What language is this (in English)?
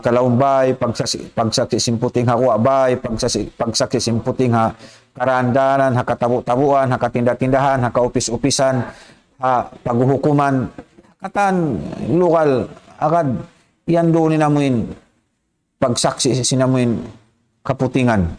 Tausug